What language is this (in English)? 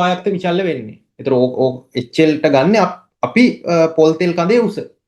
Sinhala